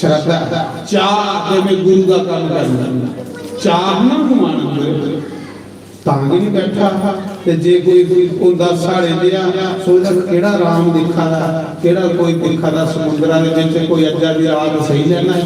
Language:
Dogri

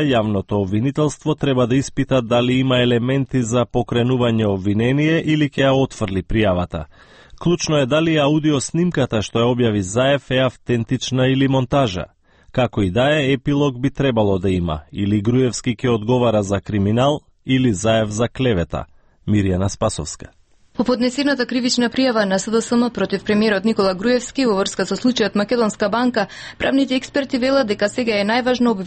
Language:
Macedonian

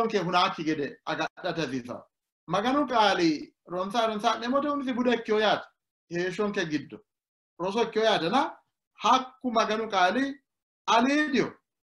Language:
Sidamo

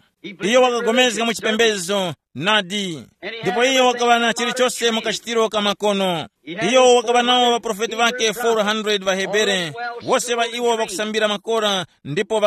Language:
Tumbuka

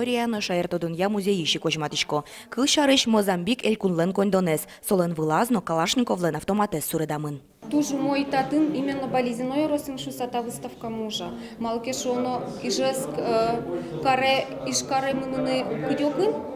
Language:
Udmurt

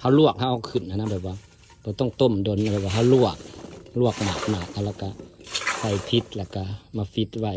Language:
Lao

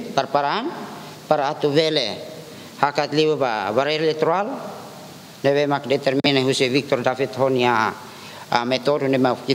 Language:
Tetum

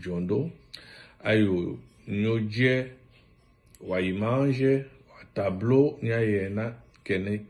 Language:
Tetela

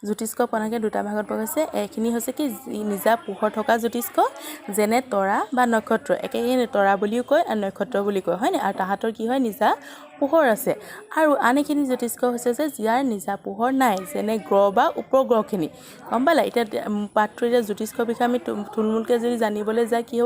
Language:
Assamese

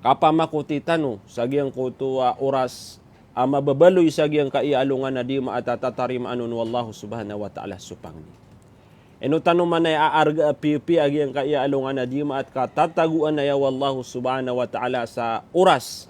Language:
Maranao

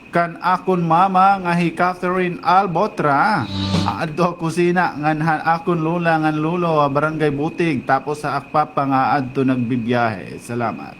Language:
Waray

